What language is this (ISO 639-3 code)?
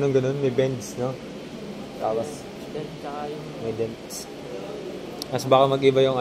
fil